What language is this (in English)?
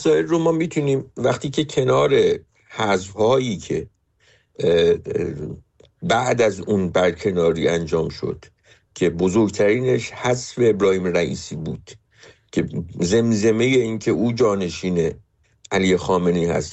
Persian